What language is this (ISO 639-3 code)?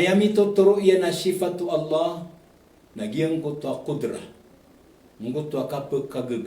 mrw